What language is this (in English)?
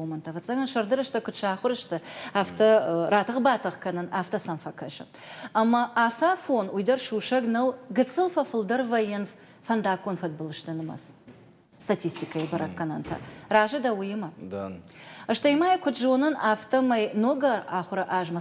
Ossetic